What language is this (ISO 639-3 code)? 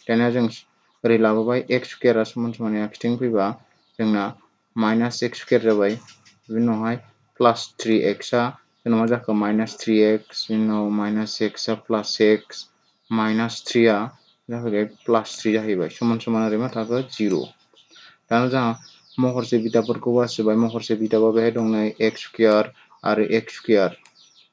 brx